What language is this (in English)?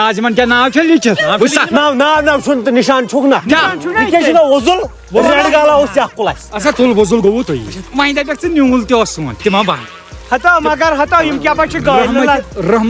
Kashmiri